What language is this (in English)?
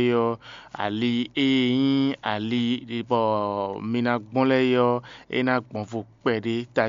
Fon